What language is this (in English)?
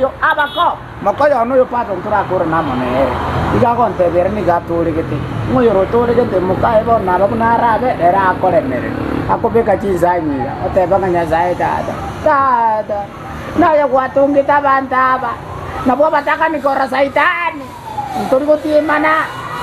Gusii